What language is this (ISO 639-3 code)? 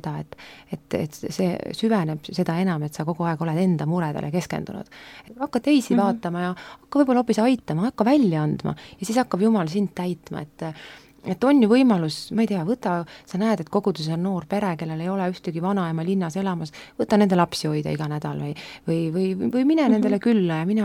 est